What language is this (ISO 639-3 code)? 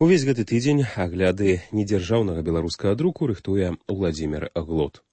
bel